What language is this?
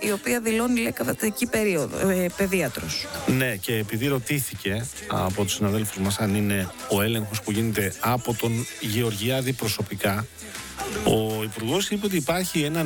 Greek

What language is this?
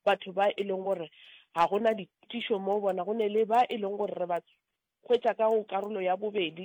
Northern Sotho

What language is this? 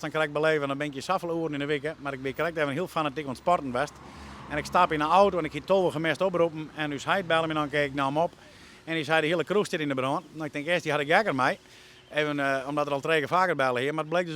Western Frisian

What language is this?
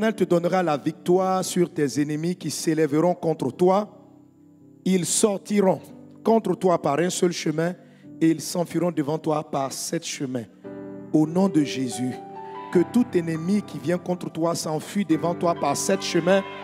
French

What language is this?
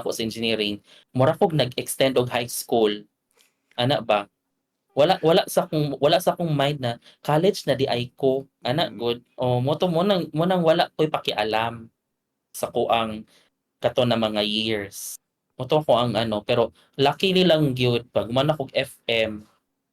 Cebuano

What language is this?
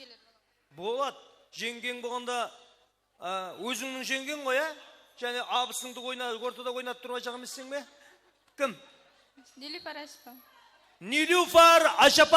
Kara-Kalpak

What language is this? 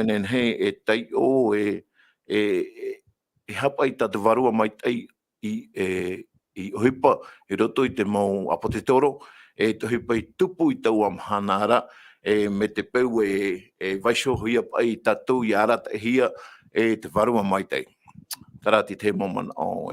Tahitian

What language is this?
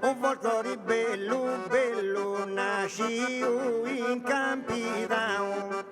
Sardinian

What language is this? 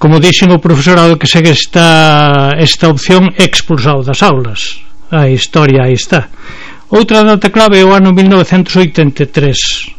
Galician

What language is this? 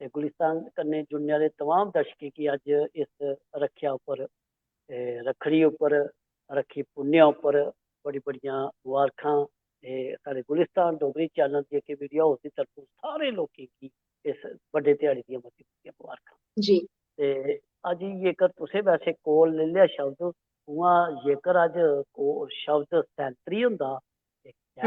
Dogri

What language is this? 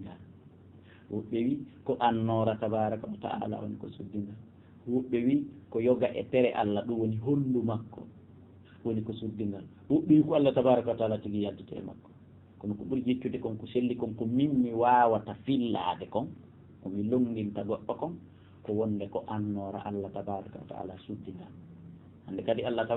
Fula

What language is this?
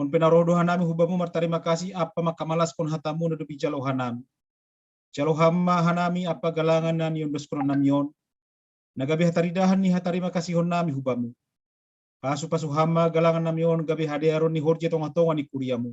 Batak Simalungun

